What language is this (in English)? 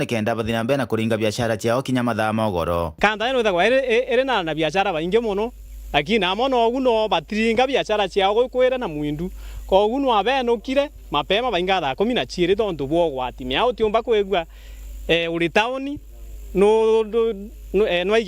Meru